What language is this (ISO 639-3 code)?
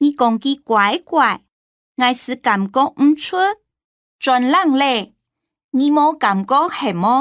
hak